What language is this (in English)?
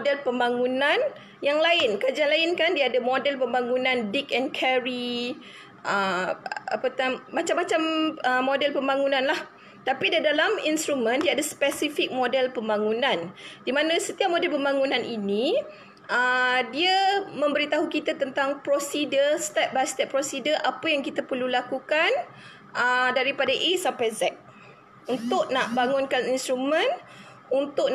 Malay